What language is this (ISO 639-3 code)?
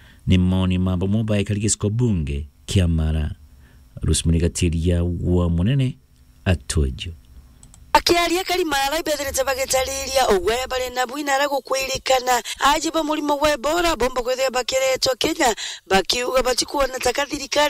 mer